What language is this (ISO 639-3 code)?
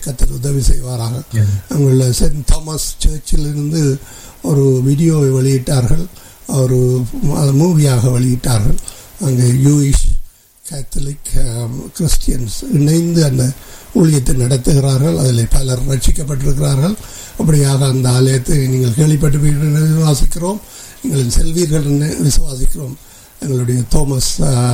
tam